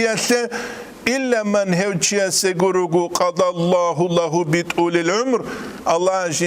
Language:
Avaric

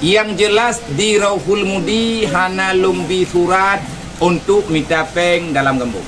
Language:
Achinese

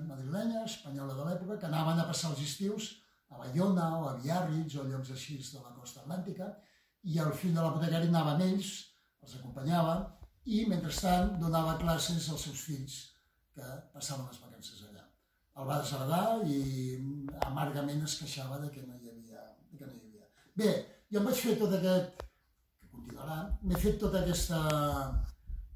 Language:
Catalan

